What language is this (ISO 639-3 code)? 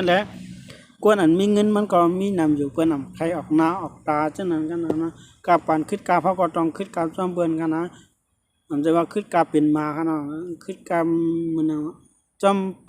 shn